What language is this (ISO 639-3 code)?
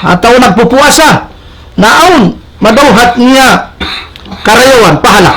tsg